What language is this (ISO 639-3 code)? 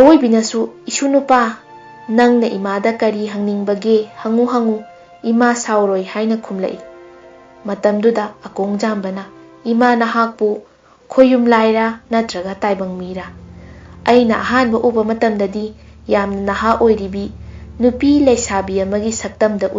mni